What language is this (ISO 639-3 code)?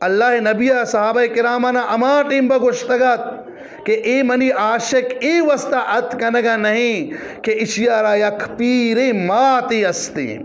bgp